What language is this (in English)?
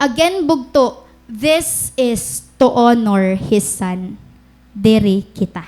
Waray